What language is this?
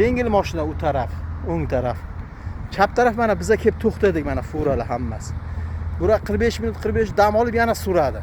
Uzbek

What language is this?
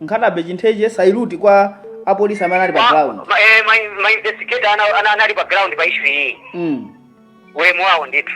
Nyanja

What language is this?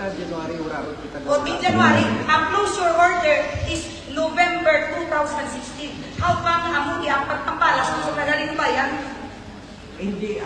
Hiligaynon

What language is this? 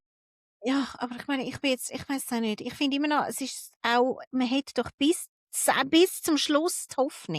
Swiss German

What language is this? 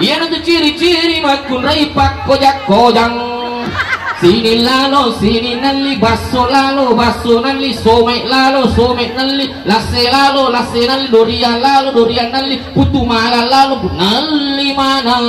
Buginese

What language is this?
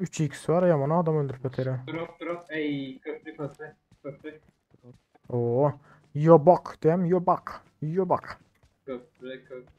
Turkmen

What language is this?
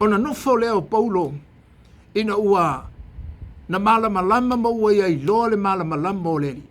Samoan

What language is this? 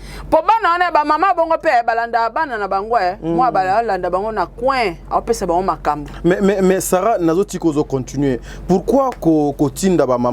Lingala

